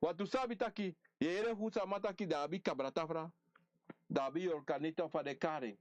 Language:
Sranan Tongo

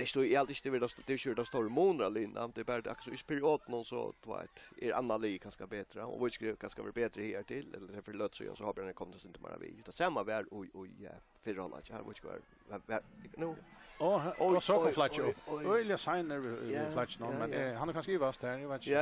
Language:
Faroese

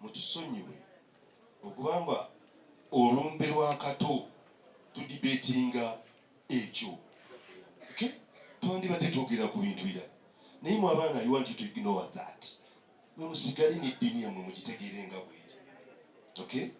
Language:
Ganda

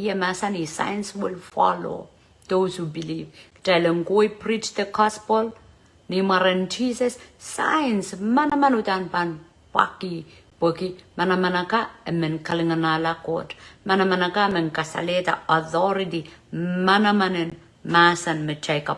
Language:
Pohnpeian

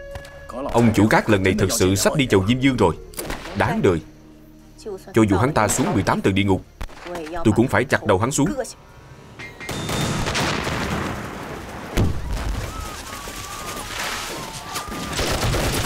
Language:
Vietnamese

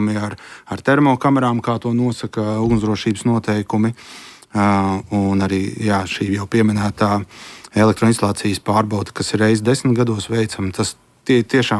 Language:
Latvian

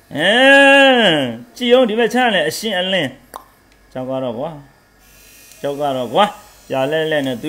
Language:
Burmese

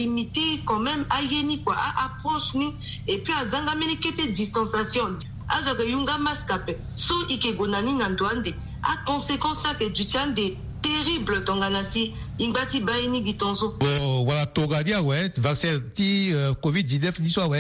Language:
Sango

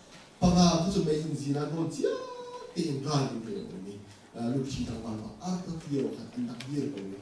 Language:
Hakha Chin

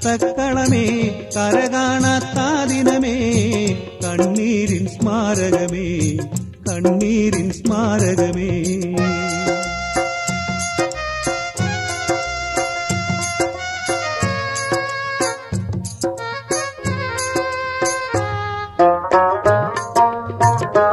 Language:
Malayalam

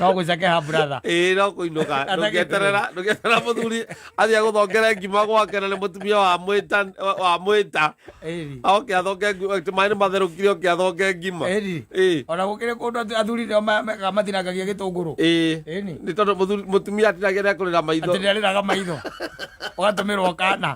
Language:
Kikuyu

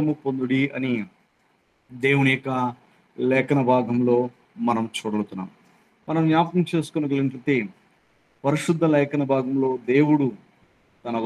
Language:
Telugu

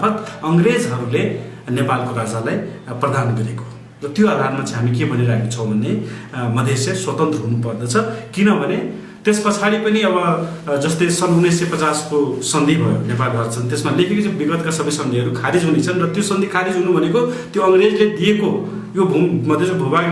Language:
Nepali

